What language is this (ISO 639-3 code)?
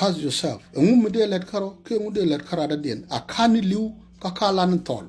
nus